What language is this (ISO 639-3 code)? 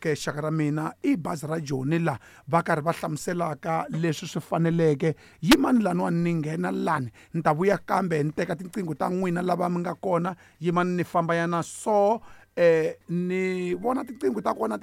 tso